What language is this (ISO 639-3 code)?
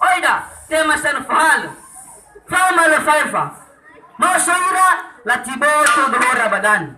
nia